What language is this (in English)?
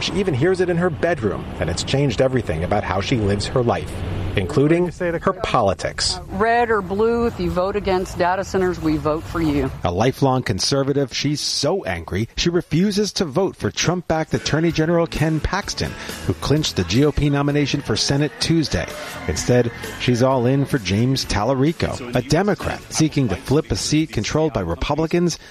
English